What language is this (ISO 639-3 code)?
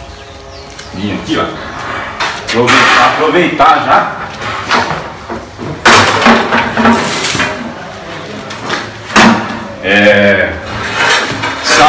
por